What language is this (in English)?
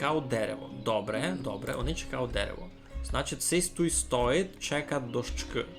Rusyn